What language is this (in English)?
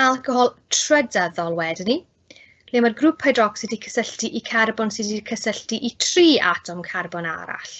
Welsh